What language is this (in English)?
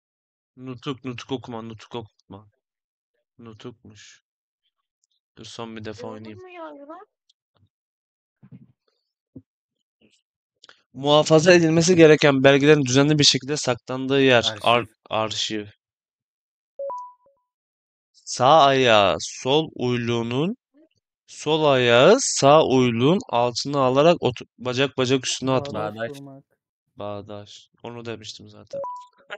Turkish